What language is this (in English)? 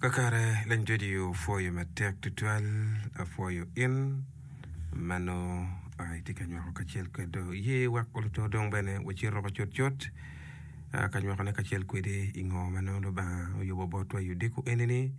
Acoli